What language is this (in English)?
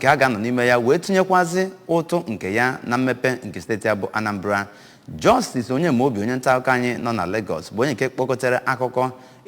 Igbo